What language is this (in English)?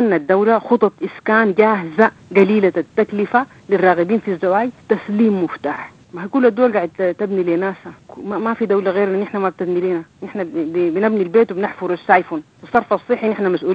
Sudanese Arabic